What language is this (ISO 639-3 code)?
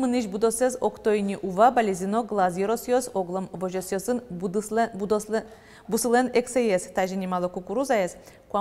udm